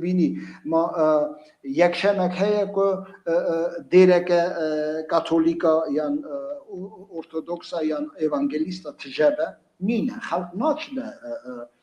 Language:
Kurdish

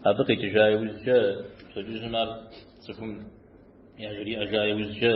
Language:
Kabardian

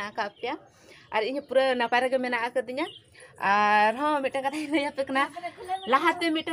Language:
Santali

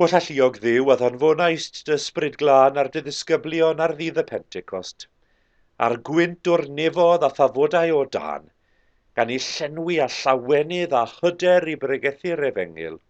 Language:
Welsh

